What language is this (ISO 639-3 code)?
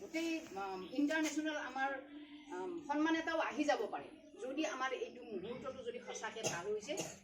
asm